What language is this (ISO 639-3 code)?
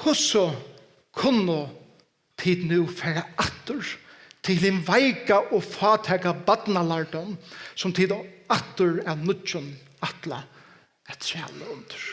fao